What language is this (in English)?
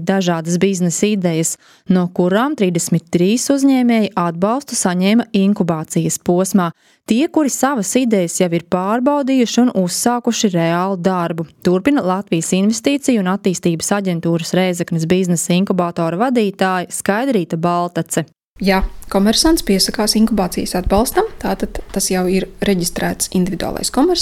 Latvian